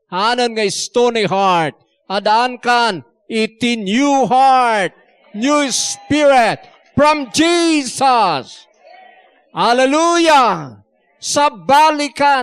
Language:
Iloko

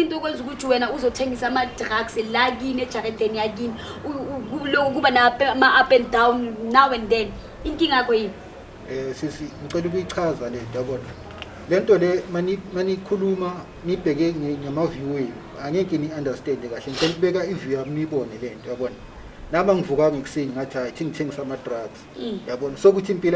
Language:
Zulu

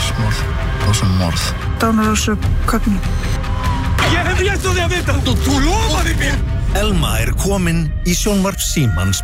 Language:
Icelandic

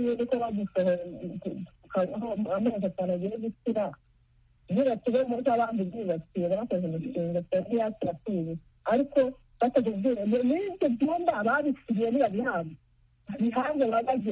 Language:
Kinyarwanda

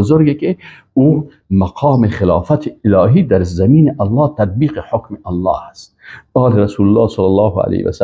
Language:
Persian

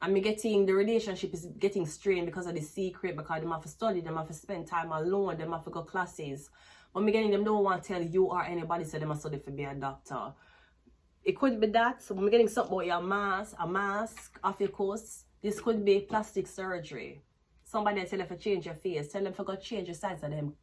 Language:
Jamaican Creole English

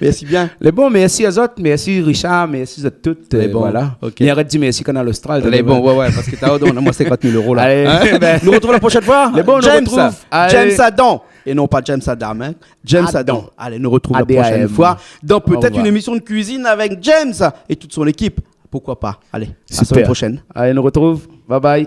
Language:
Réunion Creole French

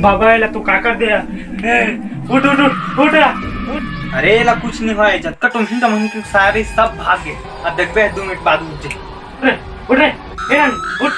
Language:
Chhattisgarhi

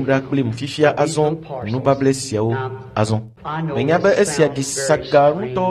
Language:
Ewe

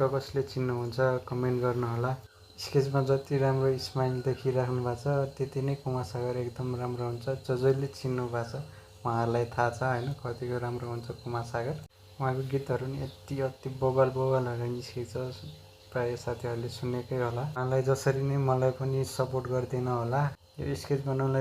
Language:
Nepali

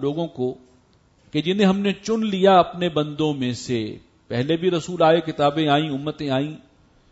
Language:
Urdu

